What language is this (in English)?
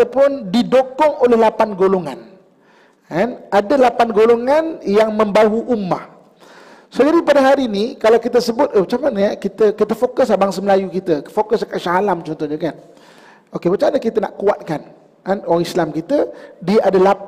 Malay